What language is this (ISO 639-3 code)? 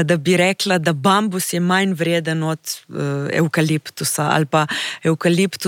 slv